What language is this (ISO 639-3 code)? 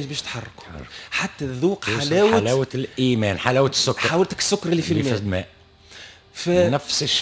aeb